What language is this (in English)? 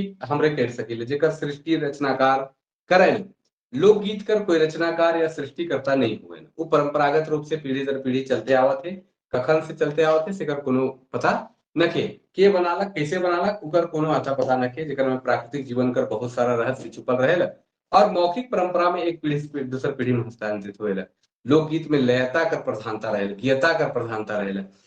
Sadri